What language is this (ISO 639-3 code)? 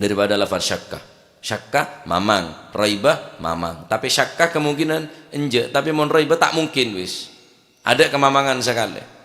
mad